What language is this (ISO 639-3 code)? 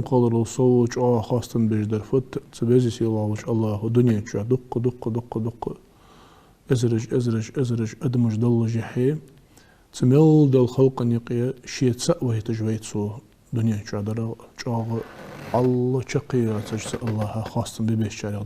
inh